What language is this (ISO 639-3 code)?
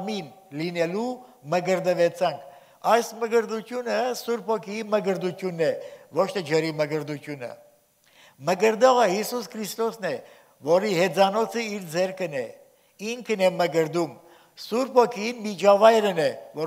hye